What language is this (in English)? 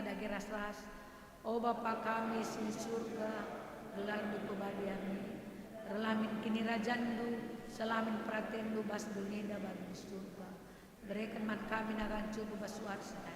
Batak Karo